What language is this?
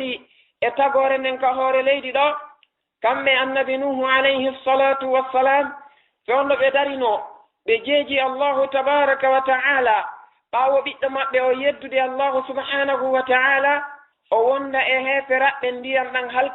Fula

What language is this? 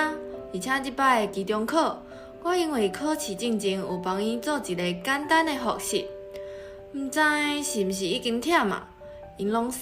Min Nan Chinese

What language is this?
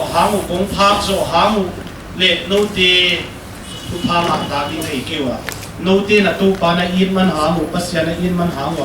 Paite Chin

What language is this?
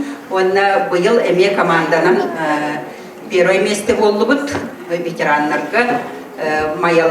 Yakut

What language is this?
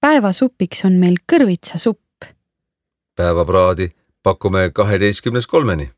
Estonian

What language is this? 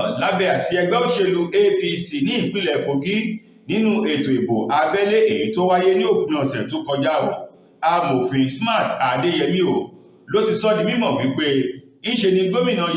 Yoruba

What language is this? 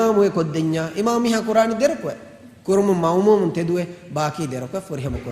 Divehi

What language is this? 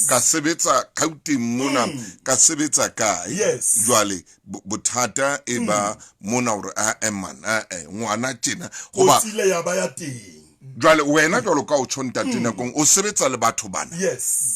Southern Sotho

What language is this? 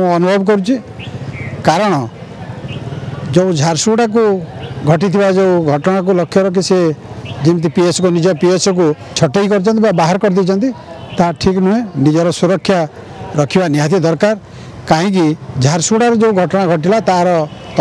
Odia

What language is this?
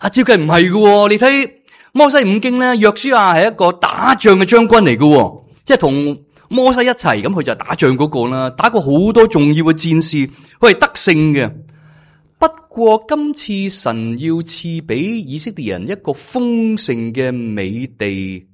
Cantonese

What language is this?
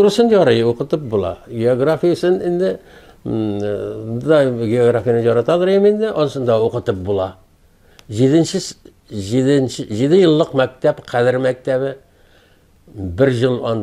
Tatar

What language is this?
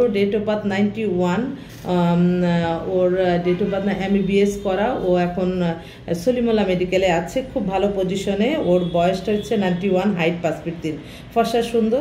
Bangla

